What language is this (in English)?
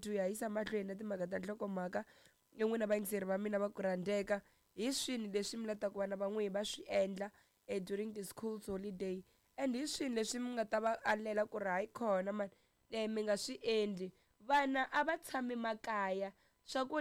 Tsonga